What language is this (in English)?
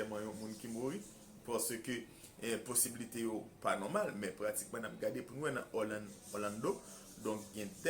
Haitian Creole